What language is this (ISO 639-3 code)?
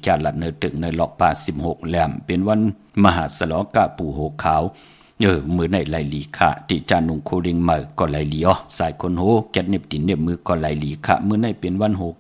shn